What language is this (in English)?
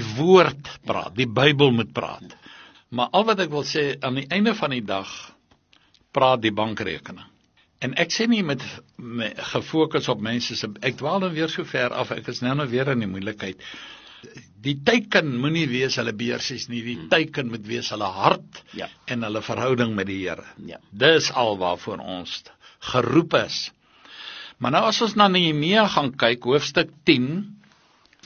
Afrikaans